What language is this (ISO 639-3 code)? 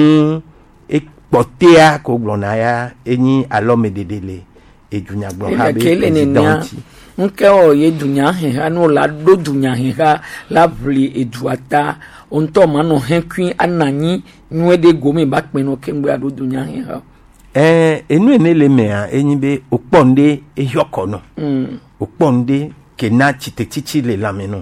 gej